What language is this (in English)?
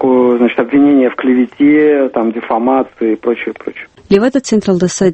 Avaric